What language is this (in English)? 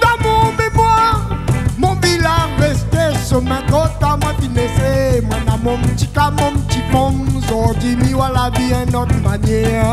Réunion Creole French